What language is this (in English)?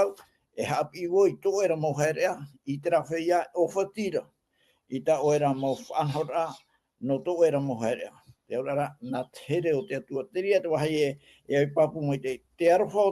Tahitian